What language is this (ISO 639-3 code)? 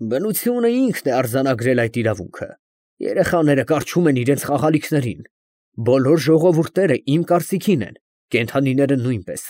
hye